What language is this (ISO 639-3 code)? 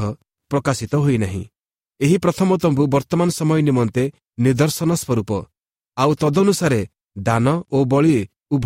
ori